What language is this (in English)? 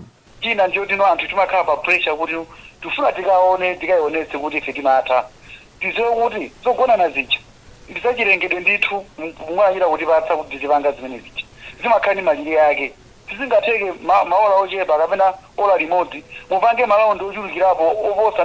Nyanja